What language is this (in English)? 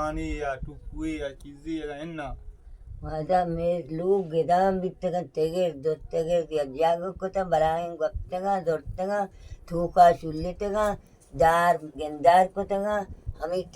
Baluchi